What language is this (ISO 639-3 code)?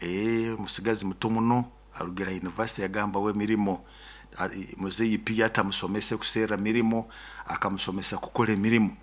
nyo